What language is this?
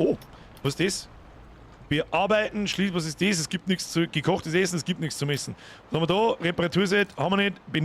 Bavarian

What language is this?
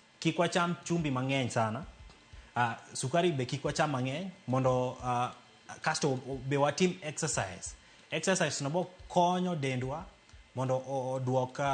Luo (Kenya and Tanzania)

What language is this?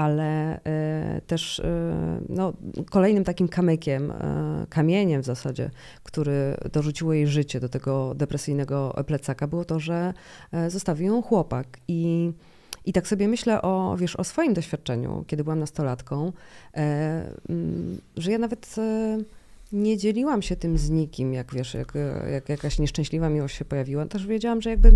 Polish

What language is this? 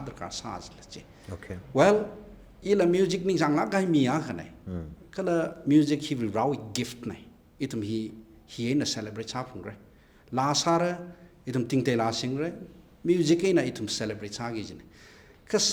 Tangkhul Naga (India)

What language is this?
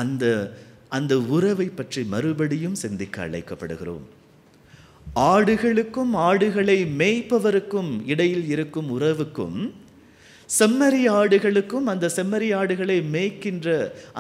Tamil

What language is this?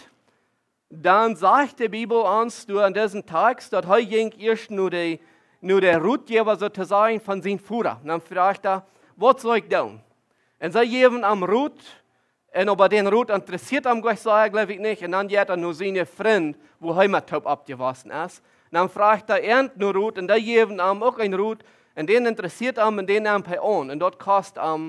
Plautdietsch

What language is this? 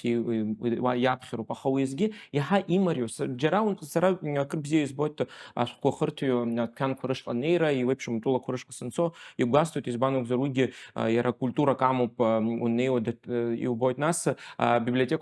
Abkhazian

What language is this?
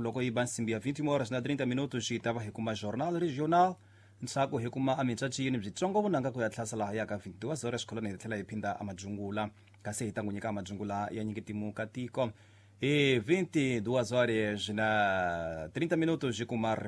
Tsonga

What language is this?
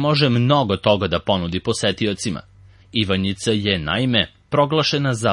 Serbian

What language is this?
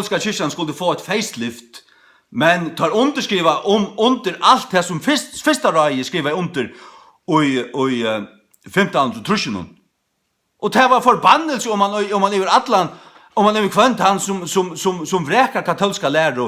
Faroese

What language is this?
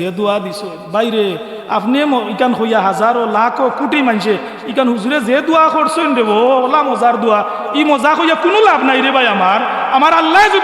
Sylheti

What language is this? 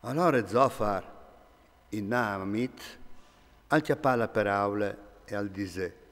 Friulian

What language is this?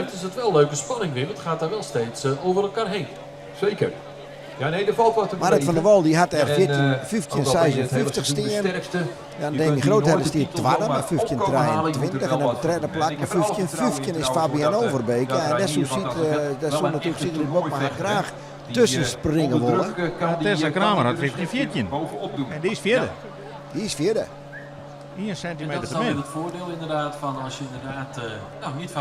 Western Frisian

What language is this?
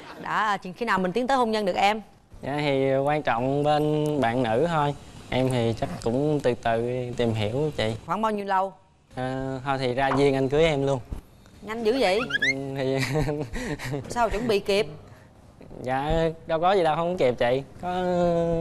Vietnamese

